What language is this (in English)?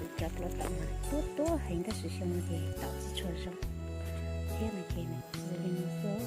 Hmong